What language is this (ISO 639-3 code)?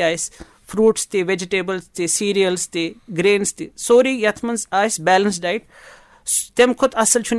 kas